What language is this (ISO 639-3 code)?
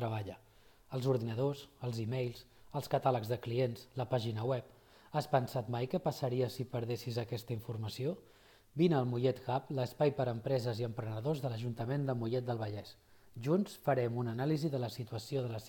cat